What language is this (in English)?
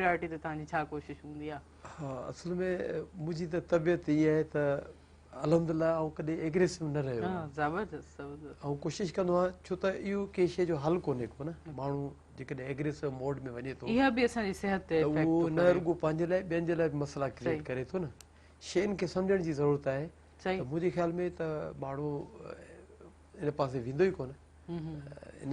Sindhi